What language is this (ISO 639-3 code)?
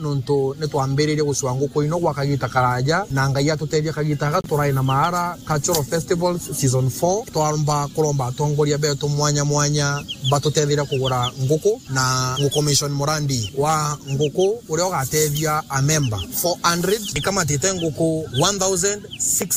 mer